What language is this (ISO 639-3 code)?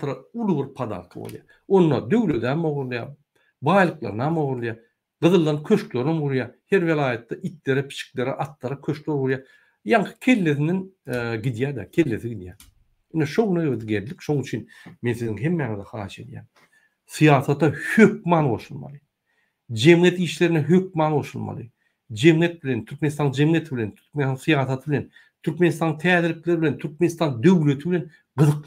tuk